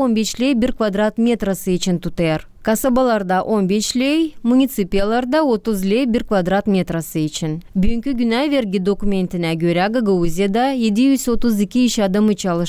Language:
Gagauz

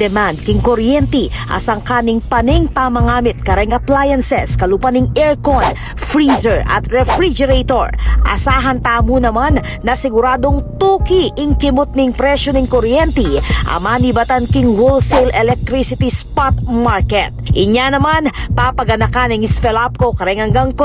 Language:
Pampanga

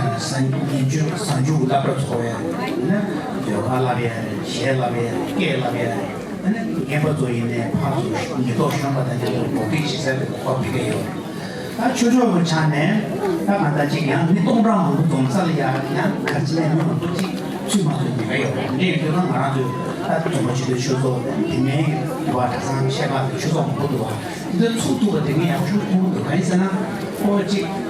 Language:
Tibetan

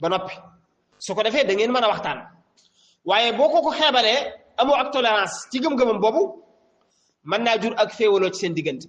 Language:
Wolof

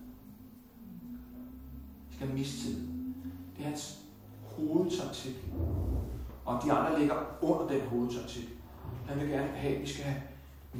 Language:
Danish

